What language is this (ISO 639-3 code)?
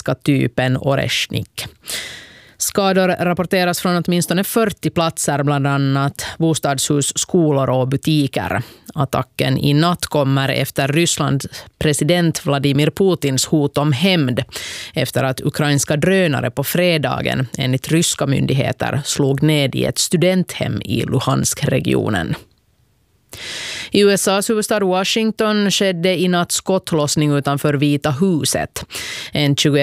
swe